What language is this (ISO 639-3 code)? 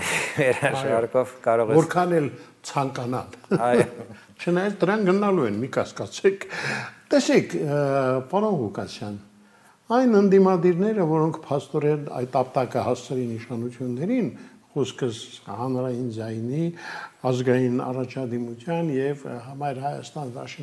hye